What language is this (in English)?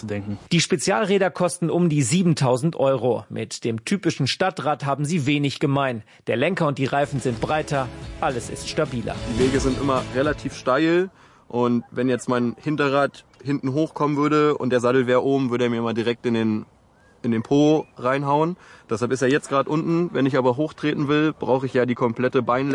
German